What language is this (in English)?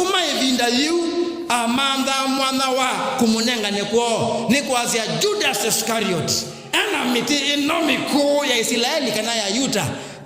Kamba